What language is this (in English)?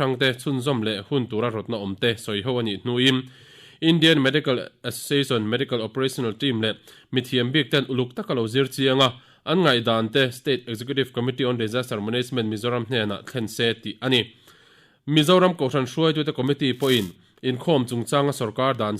Mizo